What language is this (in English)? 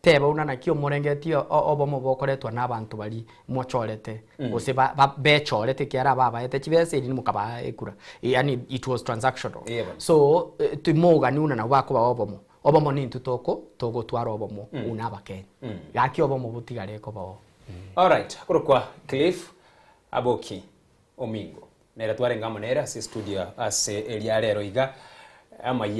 Gusii